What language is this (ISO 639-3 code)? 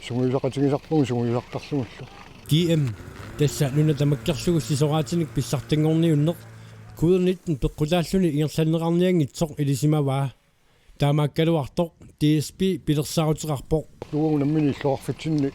kal